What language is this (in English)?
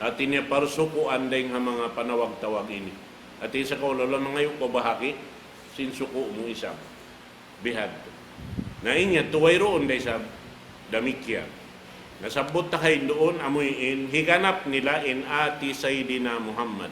Tausug